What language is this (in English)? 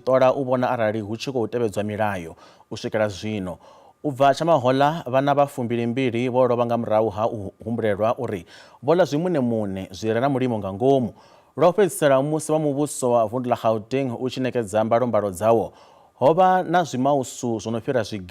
Venda